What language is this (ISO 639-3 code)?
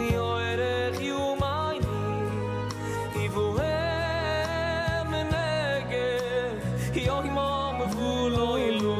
yid